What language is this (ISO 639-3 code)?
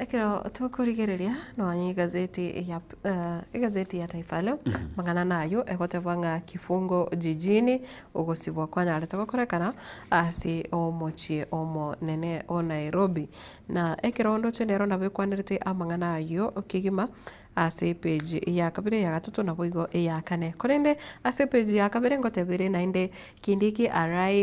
guz